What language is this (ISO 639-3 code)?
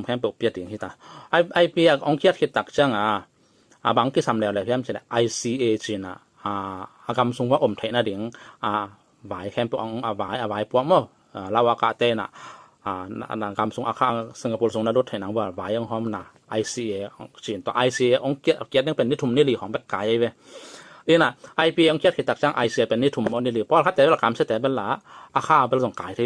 ctd